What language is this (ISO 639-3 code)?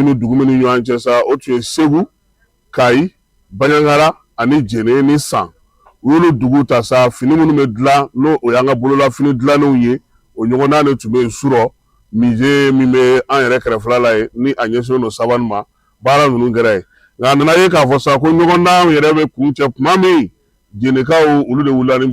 bam